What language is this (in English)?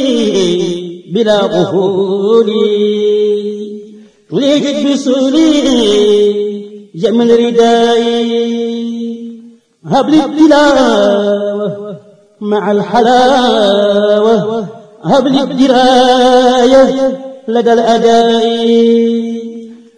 Arabic